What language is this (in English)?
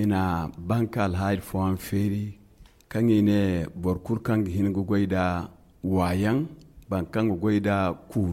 Zarma